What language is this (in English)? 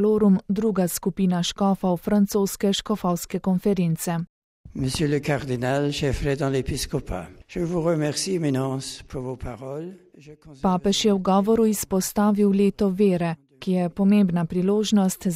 Slovenian